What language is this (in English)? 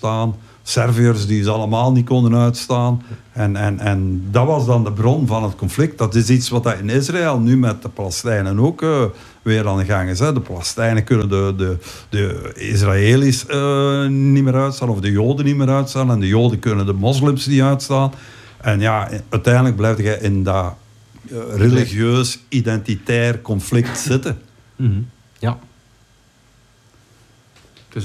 Dutch